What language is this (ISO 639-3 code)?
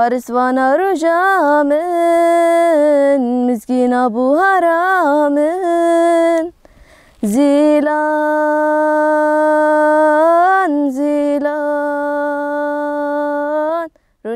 kur